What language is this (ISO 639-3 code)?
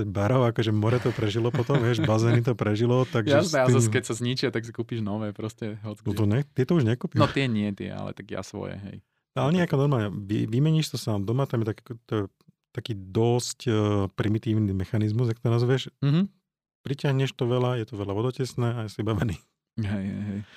slk